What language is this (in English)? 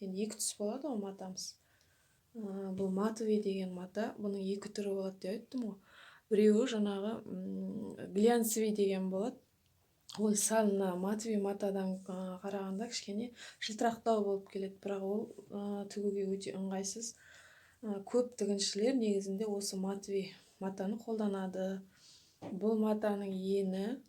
Kazakh